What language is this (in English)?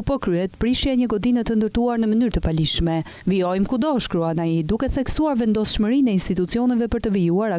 Albanian